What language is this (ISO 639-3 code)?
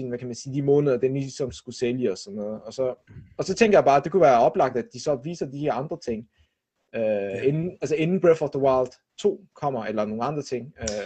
dan